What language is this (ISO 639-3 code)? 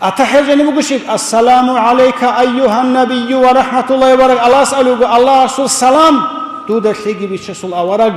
ava